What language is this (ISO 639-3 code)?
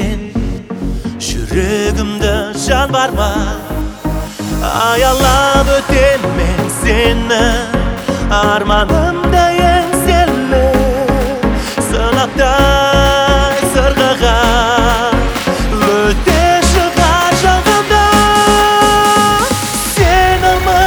kaz